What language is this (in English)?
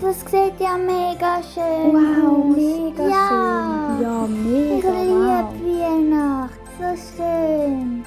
Swiss German